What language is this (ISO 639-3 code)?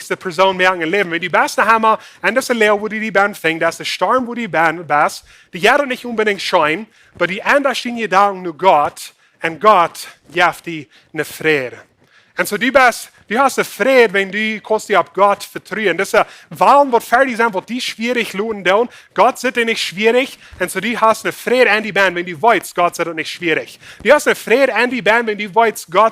pdt